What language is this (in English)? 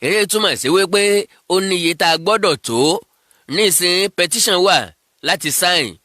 Yoruba